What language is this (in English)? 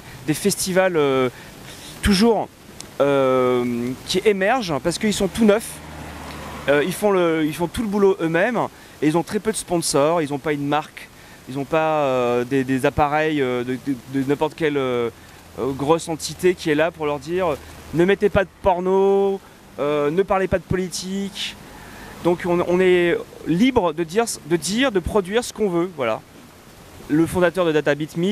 French